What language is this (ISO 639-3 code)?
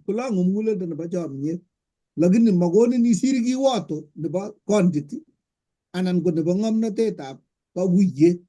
kln